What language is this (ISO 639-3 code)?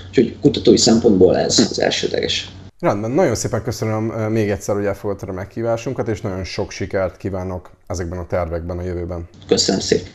hun